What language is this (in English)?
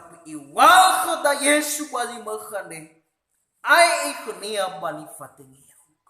Nias